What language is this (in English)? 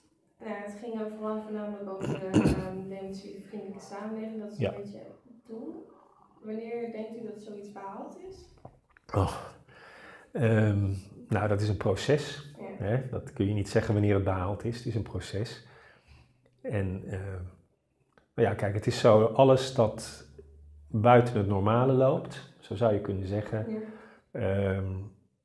Dutch